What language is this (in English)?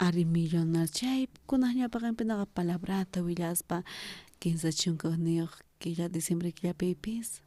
South Bolivian Quechua